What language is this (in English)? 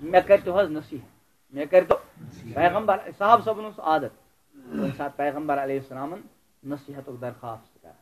Kashmiri